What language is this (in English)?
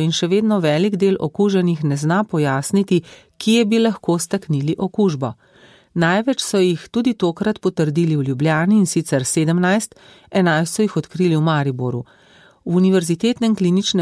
Slovenian